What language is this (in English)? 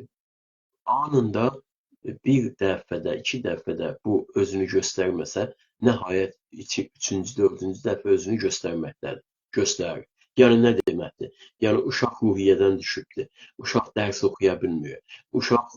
South Azerbaijani